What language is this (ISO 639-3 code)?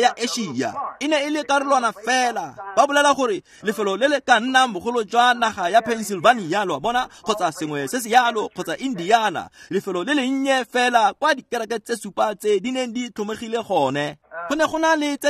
tsn